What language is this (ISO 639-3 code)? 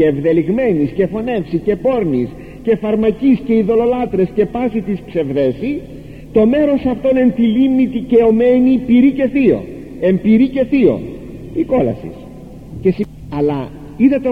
ell